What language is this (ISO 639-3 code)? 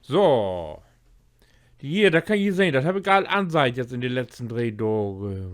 nds